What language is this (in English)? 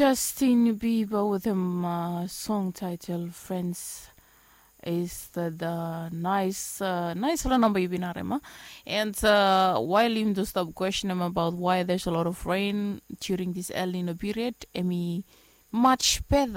Bislama